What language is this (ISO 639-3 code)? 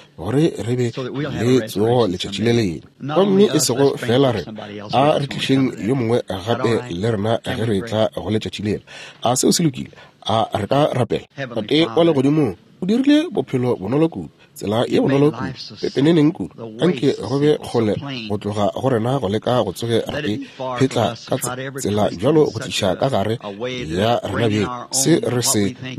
nso